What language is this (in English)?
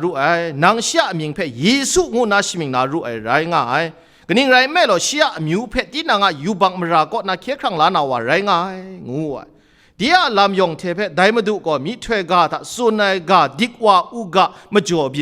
Kachin